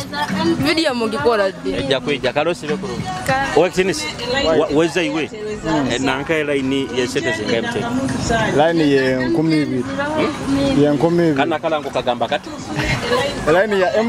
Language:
Nyoro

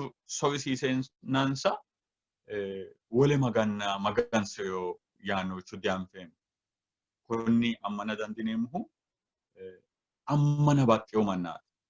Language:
Sidamo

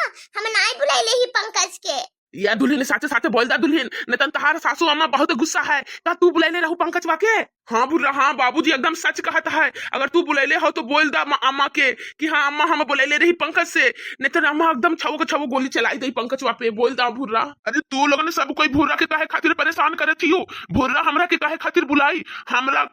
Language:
Bhojpuri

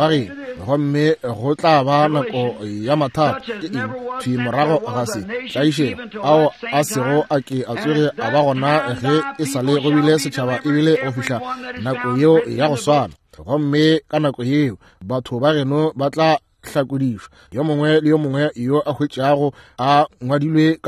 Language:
Northern Sotho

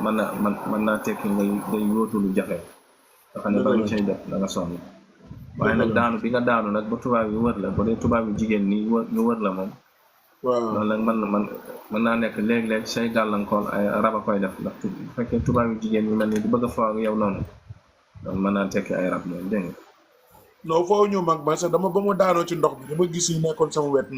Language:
Wolof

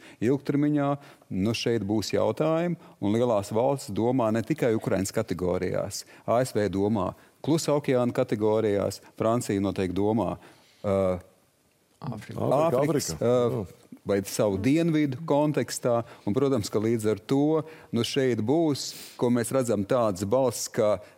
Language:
Latvian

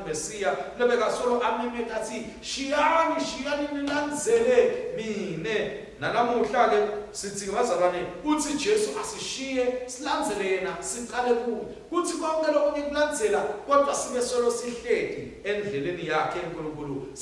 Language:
Swati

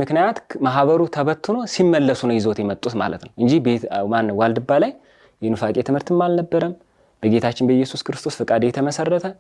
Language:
Amharic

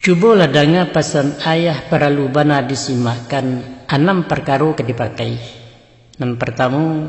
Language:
Minangkabau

